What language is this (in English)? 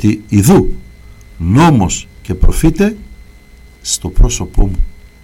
Greek